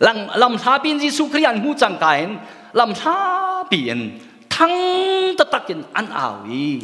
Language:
Hakha Chin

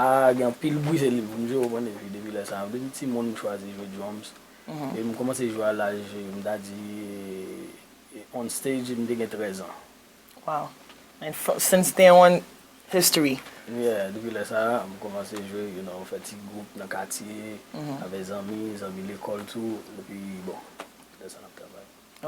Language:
Haitian Creole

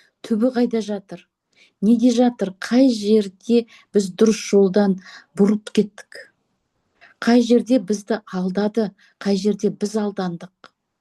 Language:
Kazakh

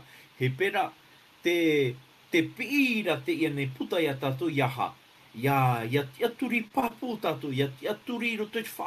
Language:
Tahitian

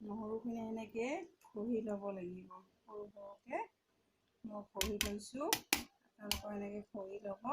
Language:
Assamese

